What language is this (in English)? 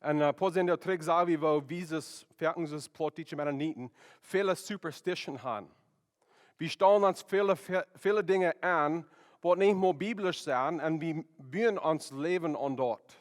Plautdietsch